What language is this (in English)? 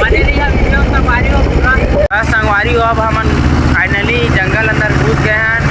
Chhattisgarhi